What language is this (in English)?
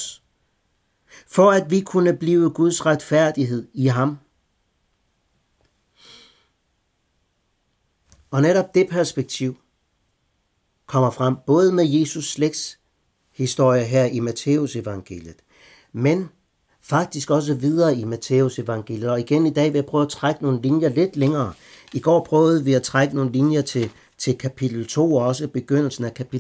Danish